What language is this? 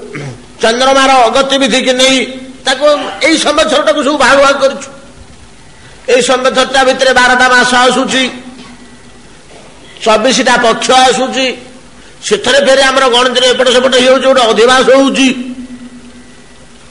Odia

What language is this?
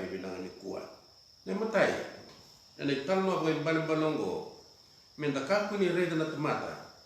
Fijian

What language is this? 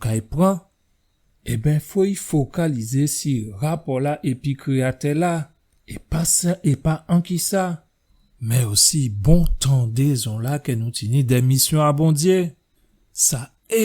Guadeloupean Creole French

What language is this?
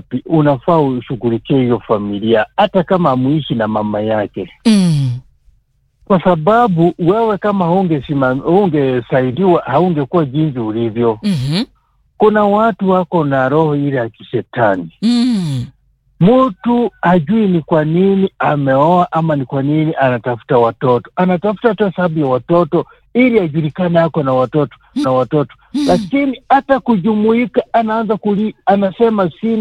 Swahili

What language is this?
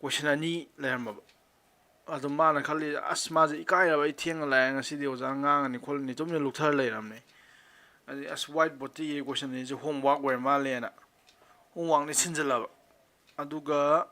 Manipuri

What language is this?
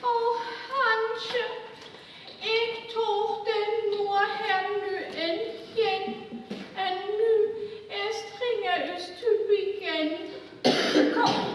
Northern Frisian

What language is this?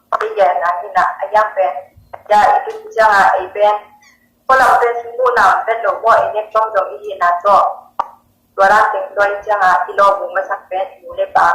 Tedim Chin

